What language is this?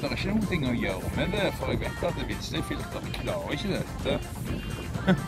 Norwegian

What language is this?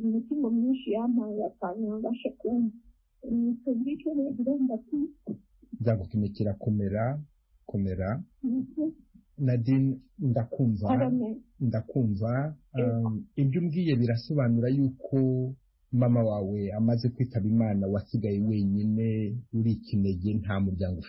Kinyarwanda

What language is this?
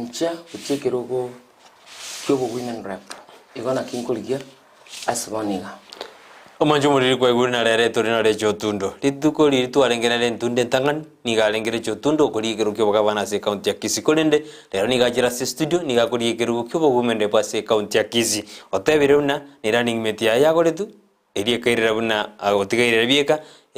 Gusii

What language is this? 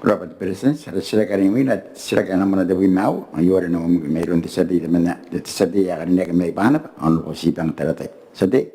Gilbertese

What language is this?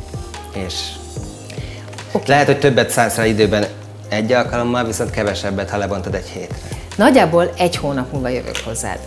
Hungarian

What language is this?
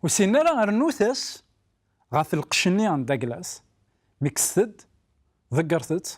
Kabyle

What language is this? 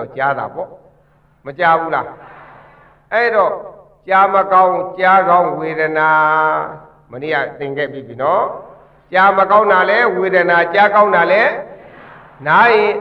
Burmese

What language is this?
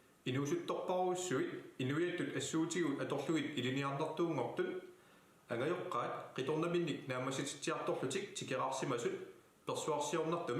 Kalaallisut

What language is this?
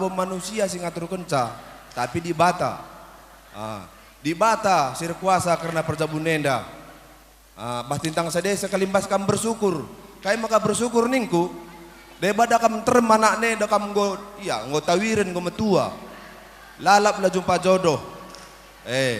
Batak Karo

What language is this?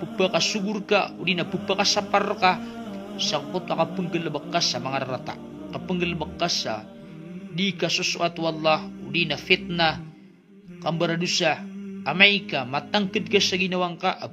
Maranao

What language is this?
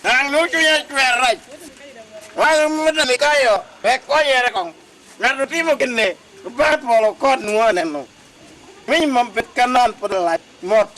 Lango (Uganda)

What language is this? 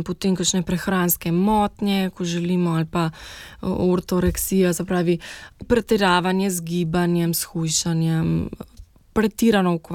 Slovenian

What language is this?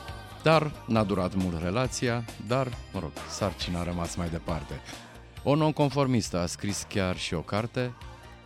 Romanian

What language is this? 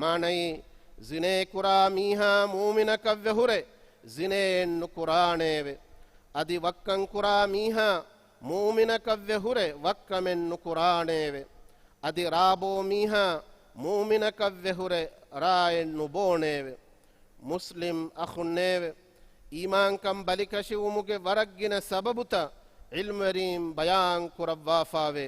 Divehi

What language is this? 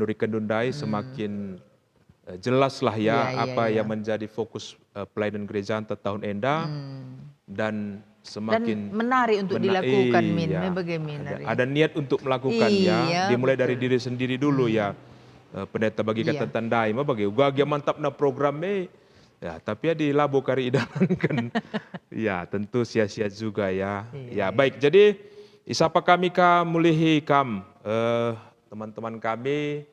Batak Karo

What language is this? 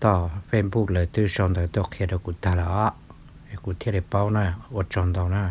Hmong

